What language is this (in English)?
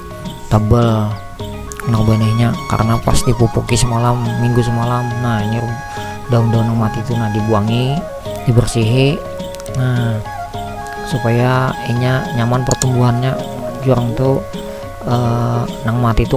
Banjar